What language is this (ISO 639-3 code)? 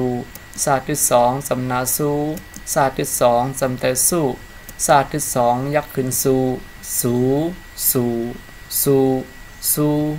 shn